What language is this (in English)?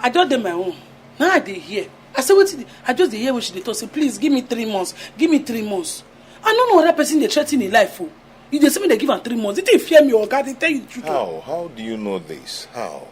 Nigerian Pidgin